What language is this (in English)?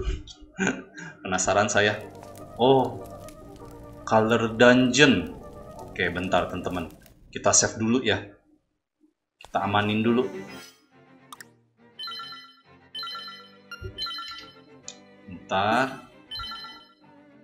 Indonesian